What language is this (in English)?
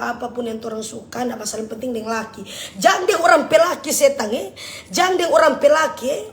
Manado Malay